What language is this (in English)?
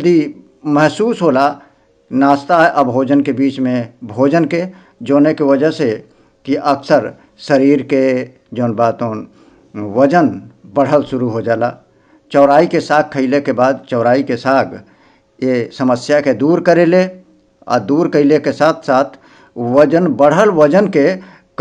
Bhojpuri